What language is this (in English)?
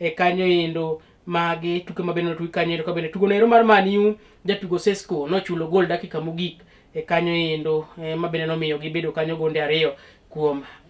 Luo (Kenya and Tanzania)